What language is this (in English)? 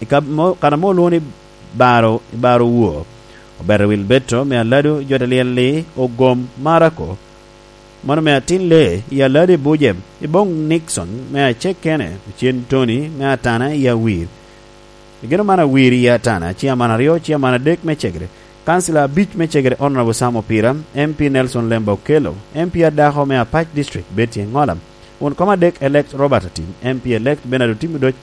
Lango (Uganda)